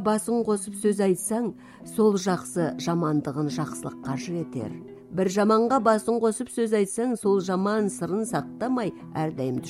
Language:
Kazakh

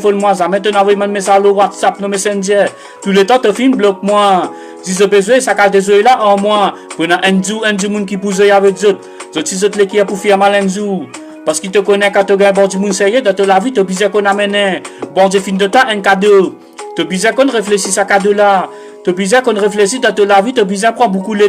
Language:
Morisyen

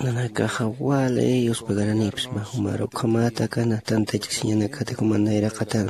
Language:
Aymara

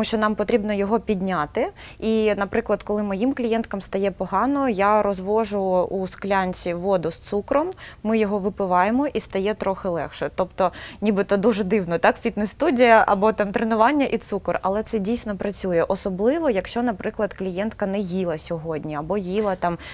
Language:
Ukrainian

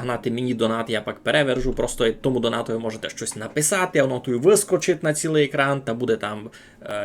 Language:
Rusyn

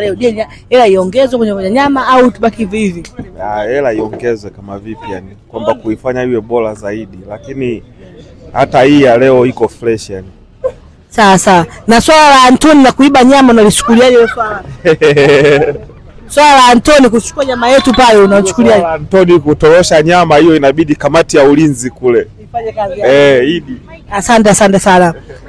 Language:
Swahili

